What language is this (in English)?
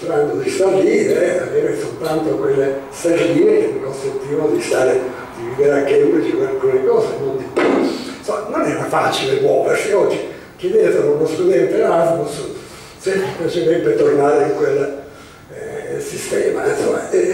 Italian